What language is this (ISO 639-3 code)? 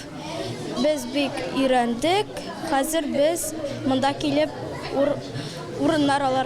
tat